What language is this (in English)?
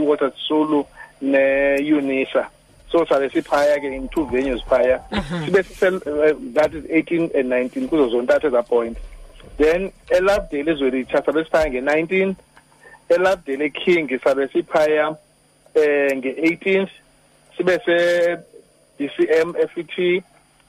Xhosa